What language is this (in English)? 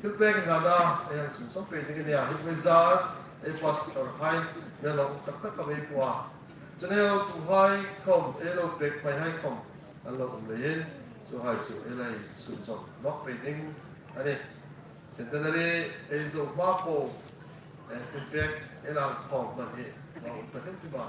Hmar